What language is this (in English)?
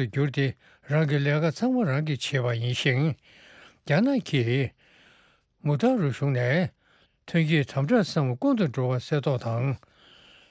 Tibetan